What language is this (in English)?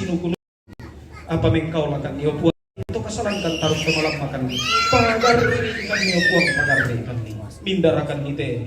Toraja-Sa'dan